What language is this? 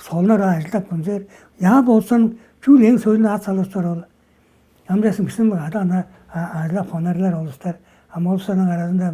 Tuvinian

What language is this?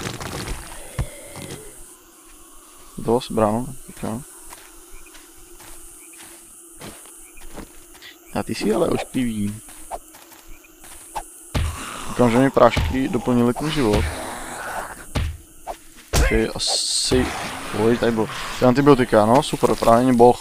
Czech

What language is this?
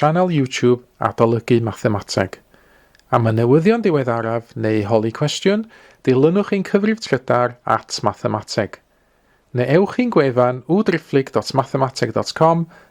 Welsh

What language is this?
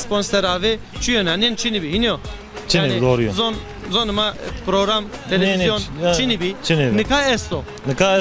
Zaza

